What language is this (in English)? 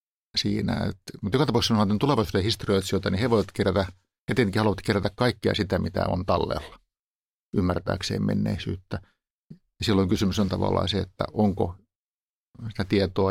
Finnish